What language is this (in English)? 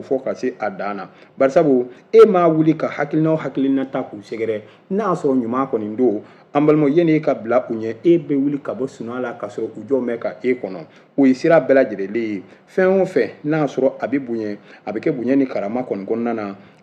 Bambara